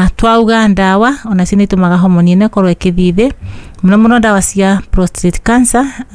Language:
Kikuyu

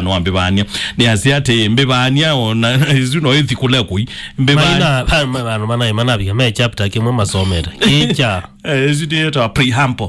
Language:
Kamba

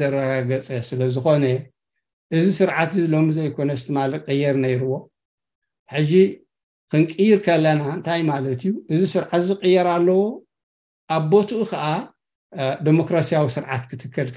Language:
Tigrinya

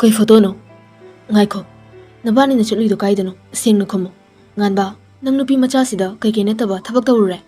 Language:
Manipuri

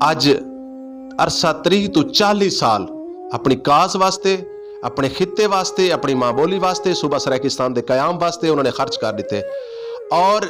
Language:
Saraiki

